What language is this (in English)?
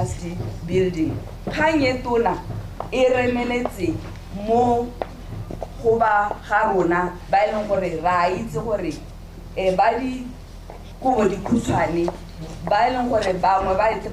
Tswana